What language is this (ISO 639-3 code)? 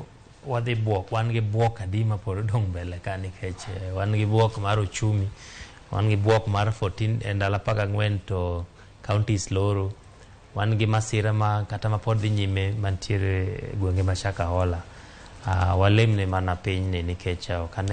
luo